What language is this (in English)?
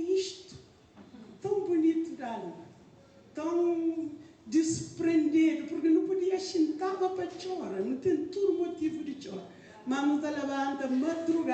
Kabuverdianu